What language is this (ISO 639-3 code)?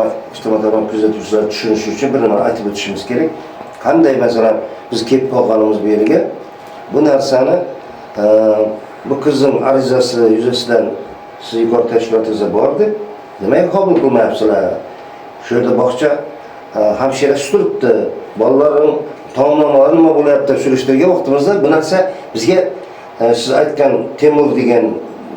uzb